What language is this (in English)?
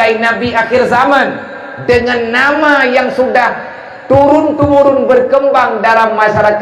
Achinese